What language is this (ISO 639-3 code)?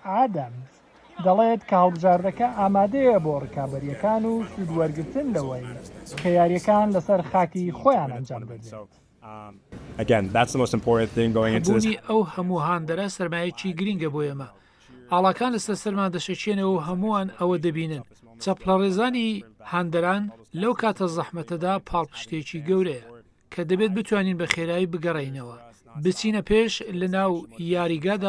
ckb